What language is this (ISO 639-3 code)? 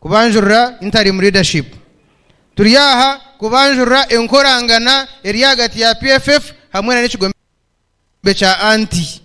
nyn